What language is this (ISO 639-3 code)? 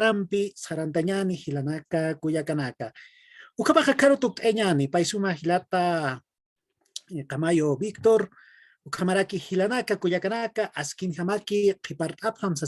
aym